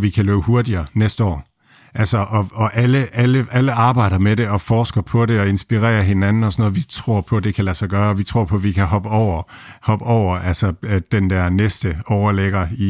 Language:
Danish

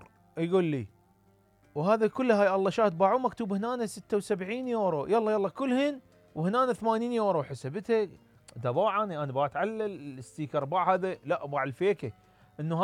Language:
Mesopotamian Arabic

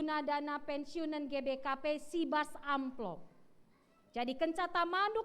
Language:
Batak Karo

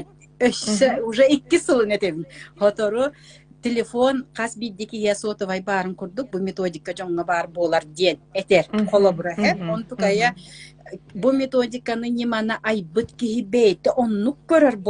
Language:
Yakut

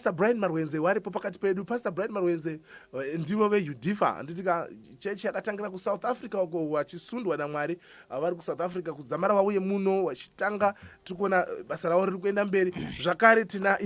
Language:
Shona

